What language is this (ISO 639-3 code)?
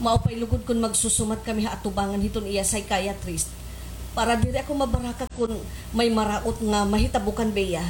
war